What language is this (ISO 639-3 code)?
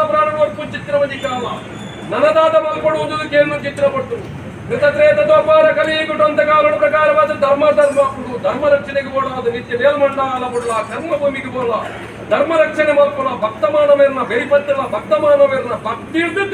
tcy